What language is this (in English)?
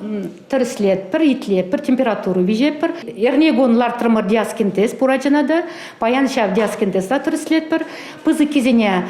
Chuvash